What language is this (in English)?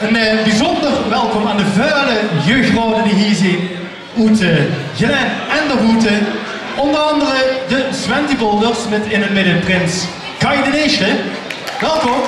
Limburgish